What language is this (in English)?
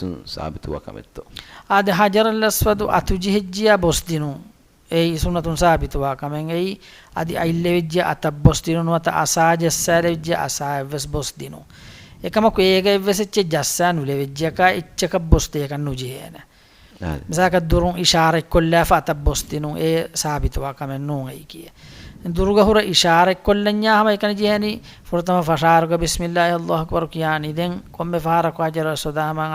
Divehi